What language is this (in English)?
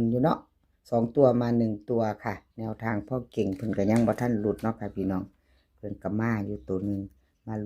Northeastern Thai